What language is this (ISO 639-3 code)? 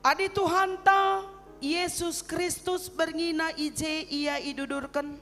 btx